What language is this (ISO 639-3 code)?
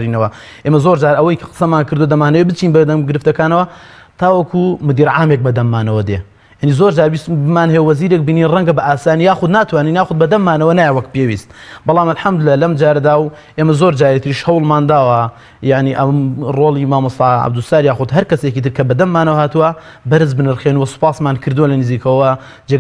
ckb